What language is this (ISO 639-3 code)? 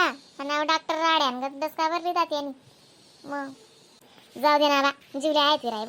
khn